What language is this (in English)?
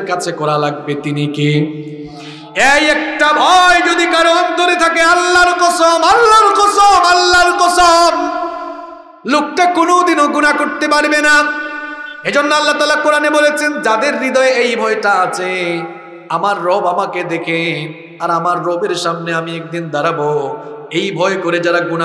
Bangla